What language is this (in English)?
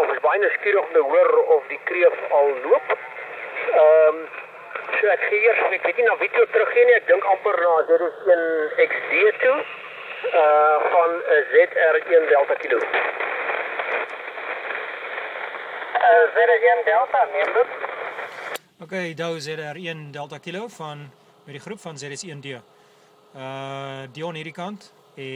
Afrikaans